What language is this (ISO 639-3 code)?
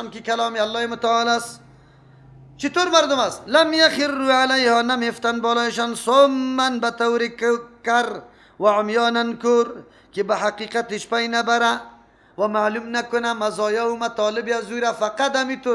fas